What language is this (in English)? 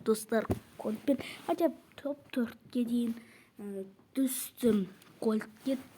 Kazakh